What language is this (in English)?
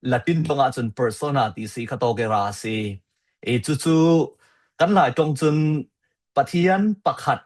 Falam Chin